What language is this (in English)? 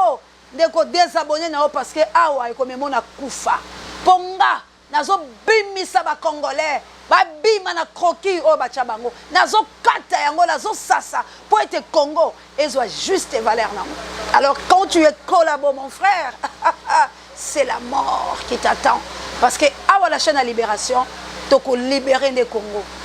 Lingala